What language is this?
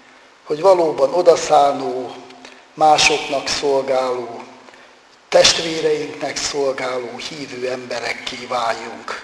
Hungarian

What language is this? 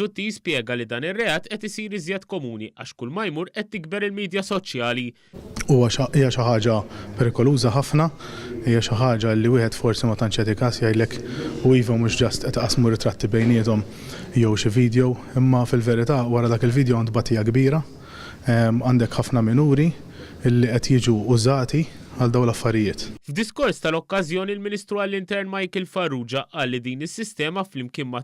Maltese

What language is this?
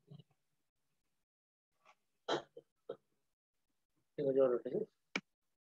Telugu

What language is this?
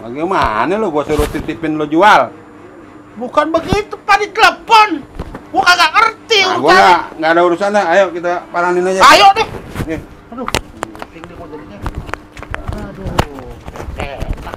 Betawi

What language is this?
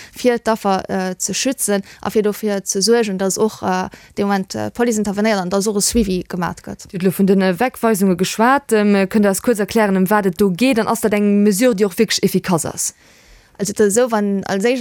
Luxembourgish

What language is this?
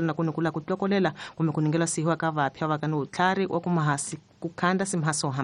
Tsonga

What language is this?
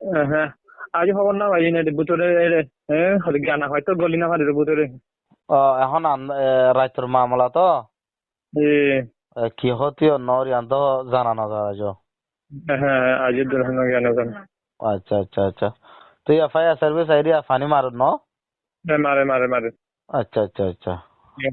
Rohingya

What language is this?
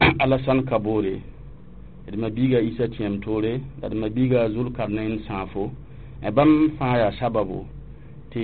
Mossi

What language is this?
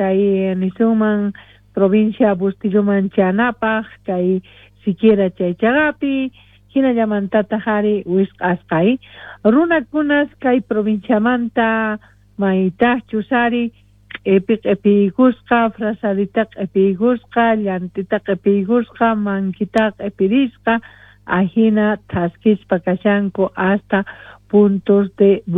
South Bolivian Quechua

